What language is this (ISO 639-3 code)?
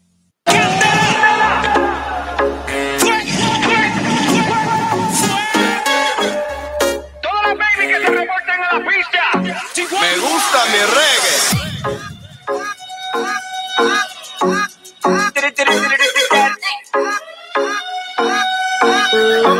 spa